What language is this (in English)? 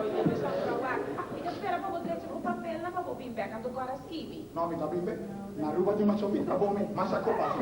Papiamento